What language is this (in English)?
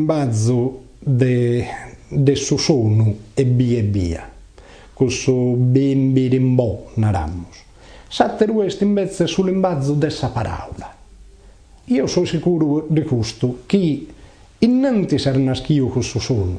Sardinian